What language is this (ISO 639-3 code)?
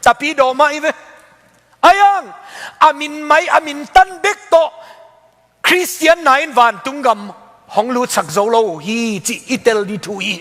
ctd